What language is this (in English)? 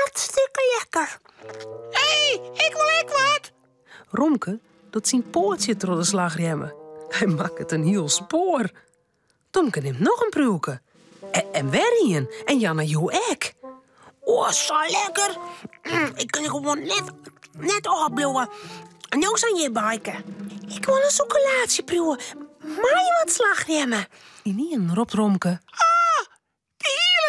Western Frisian